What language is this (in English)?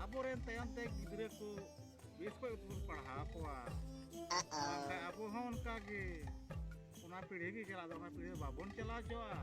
Santali